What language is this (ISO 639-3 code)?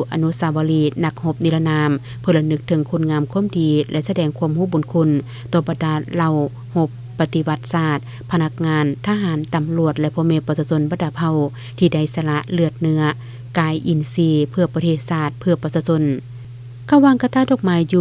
lao